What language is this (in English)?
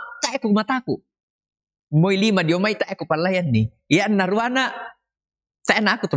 Toraja-Sa'dan